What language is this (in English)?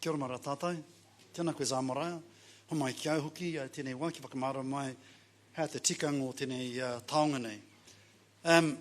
Māori